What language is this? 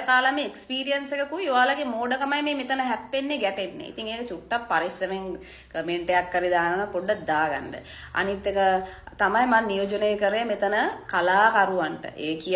Sinhala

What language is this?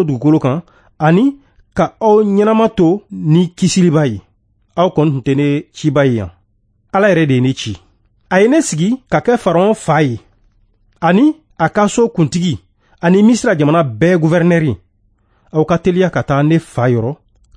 Bambara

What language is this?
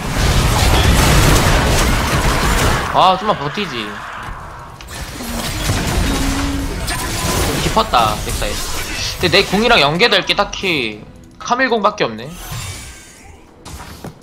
Korean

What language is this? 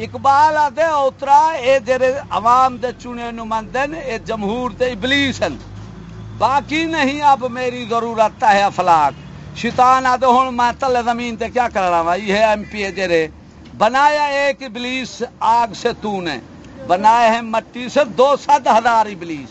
Saraiki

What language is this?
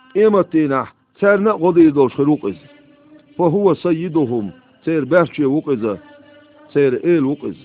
Chechen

